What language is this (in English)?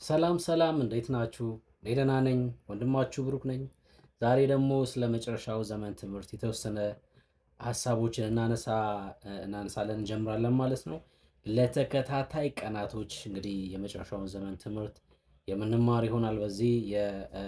Amharic